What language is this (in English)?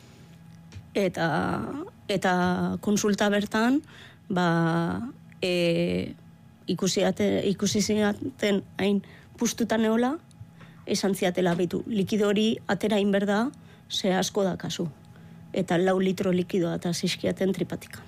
Basque